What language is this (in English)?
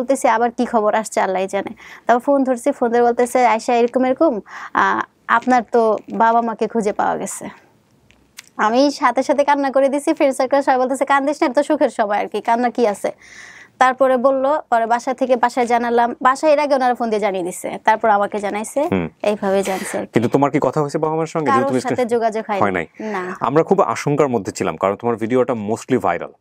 Bangla